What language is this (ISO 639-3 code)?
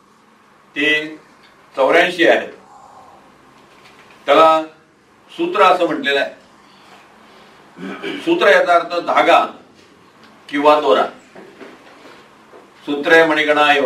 mar